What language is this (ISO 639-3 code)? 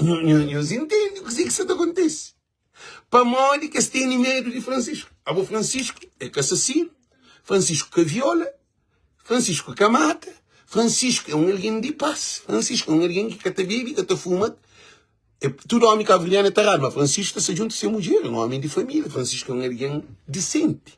kea